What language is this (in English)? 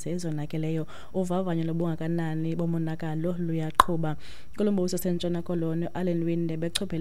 Xhosa